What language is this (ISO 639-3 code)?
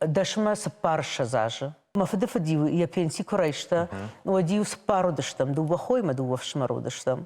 oss